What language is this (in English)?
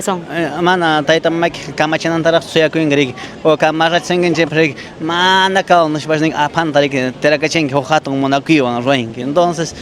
Quechua